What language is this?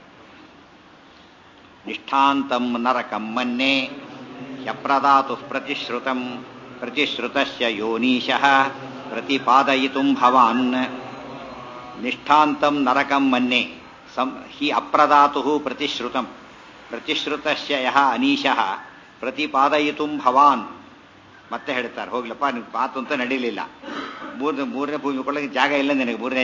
Kannada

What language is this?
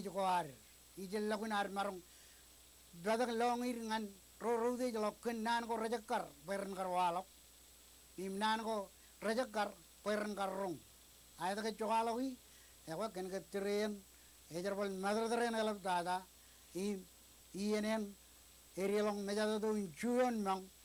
Marshallese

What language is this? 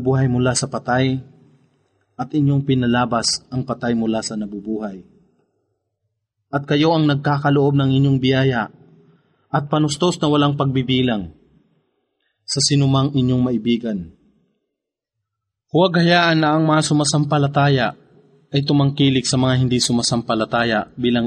Filipino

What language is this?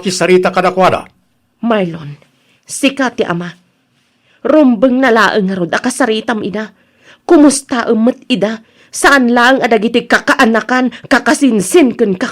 Iloko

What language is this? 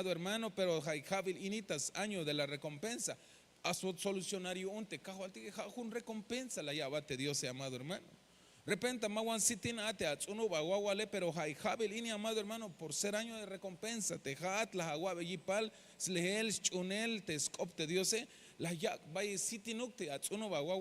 Tzeltal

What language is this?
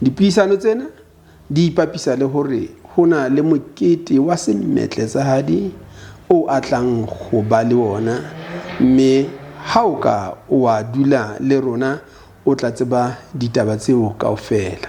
Southern Sotho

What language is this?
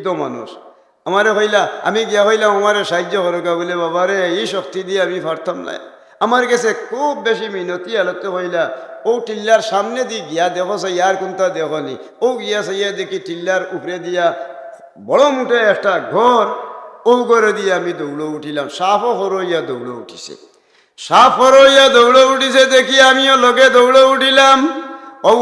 Sylheti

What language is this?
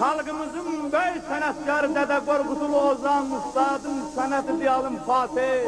South Azerbaijani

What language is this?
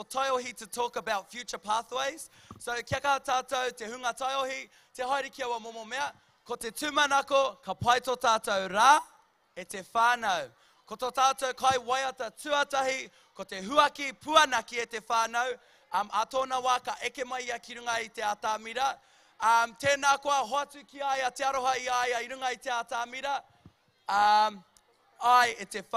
Māori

